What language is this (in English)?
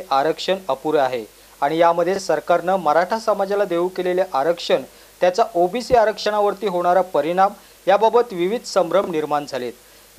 Marathi